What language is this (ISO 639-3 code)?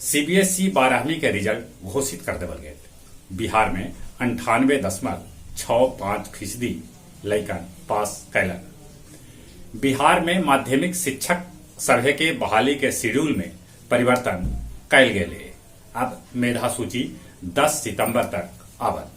mag